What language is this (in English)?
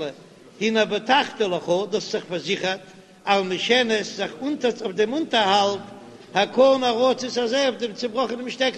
Yiddish